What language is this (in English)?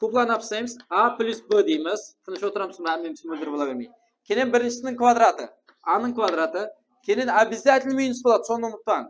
Kara-Kalpak